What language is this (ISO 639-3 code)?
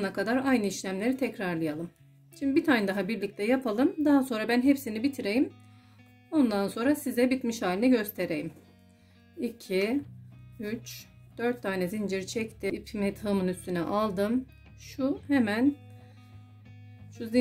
tur